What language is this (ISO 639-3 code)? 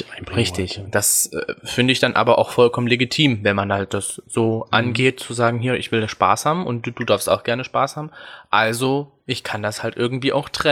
deu